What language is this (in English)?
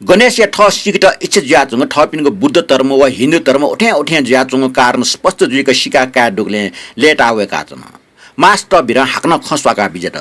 Newari